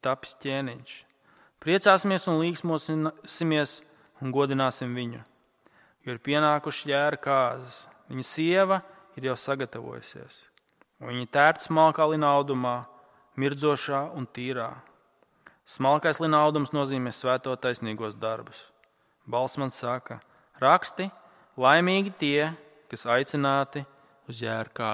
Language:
Latvian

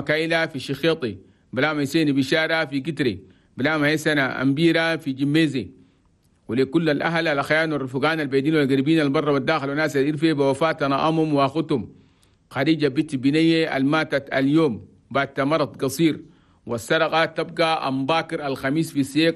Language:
Chadian Arabic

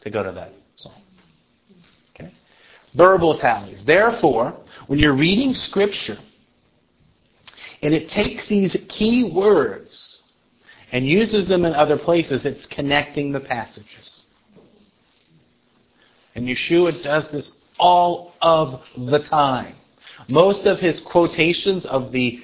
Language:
English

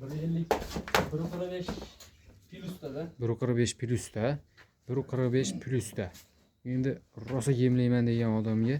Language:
Uzbek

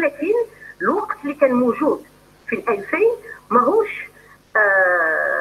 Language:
Algerian Arabic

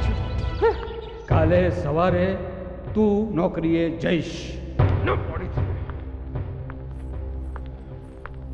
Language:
Gujarati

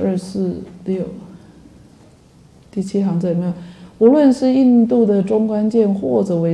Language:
Chinese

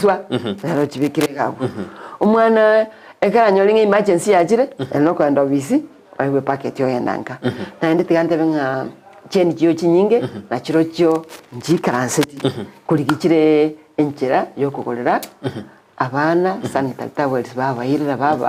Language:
Gusii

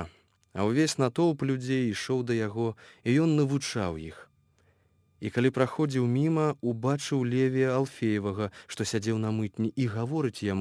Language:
Belarusian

